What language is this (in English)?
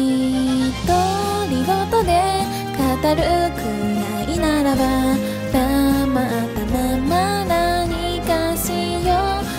Japanese